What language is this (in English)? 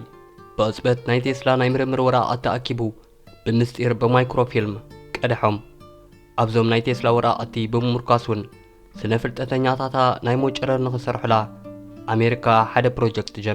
Tigrinya